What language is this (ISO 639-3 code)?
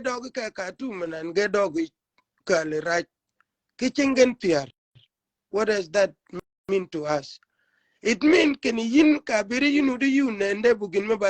shk